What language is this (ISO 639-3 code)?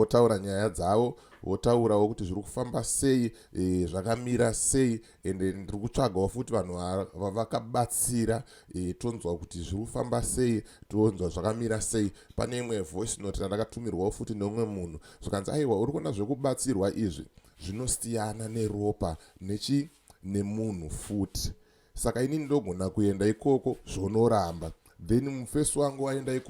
sna